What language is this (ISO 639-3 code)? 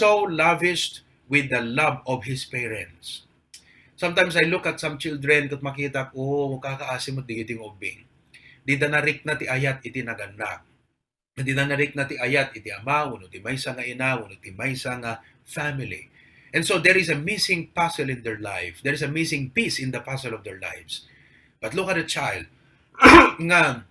ilo